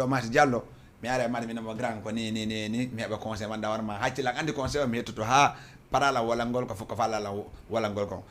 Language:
Fula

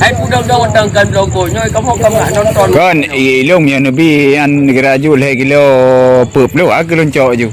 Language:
Achinese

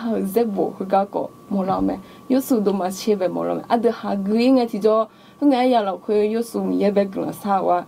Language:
Akha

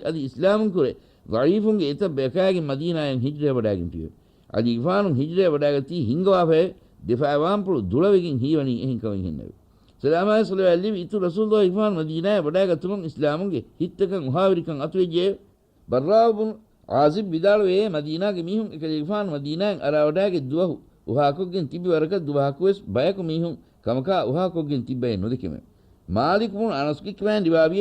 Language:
Divehi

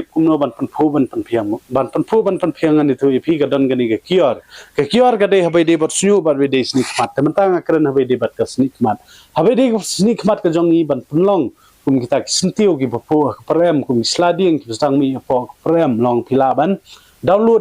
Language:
Khasi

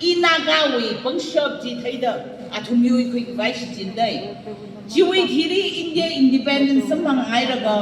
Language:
Tangkhul Naga (India)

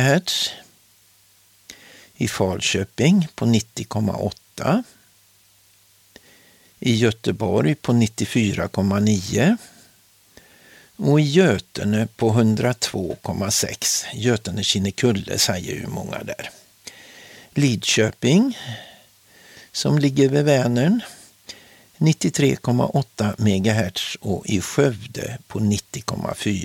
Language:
Swedish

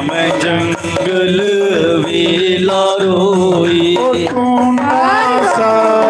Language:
Dogri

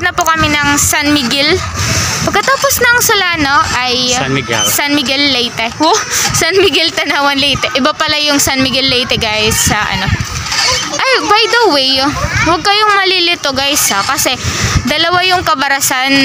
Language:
Filipino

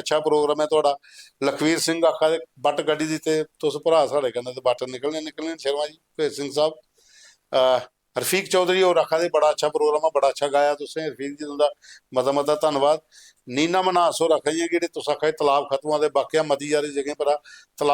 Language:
Dogri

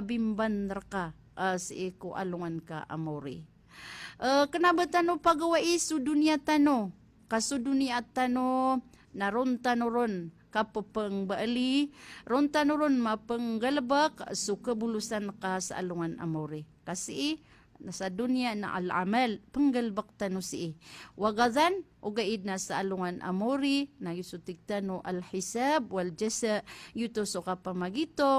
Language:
Maranao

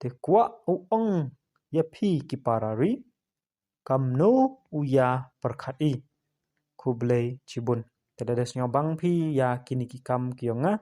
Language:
Pnar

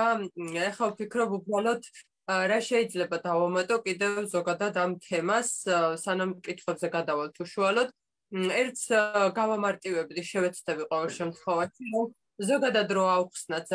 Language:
Georgian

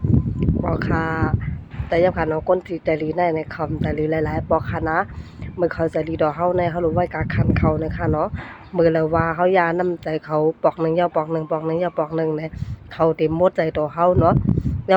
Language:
Shan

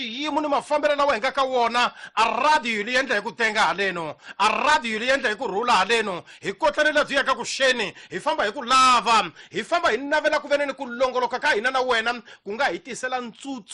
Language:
Tsonga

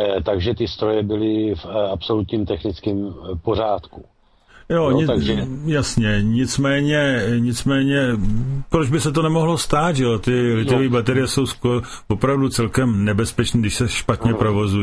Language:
Czech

